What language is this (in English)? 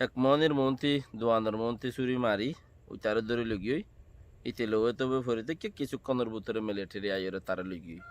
Rohingya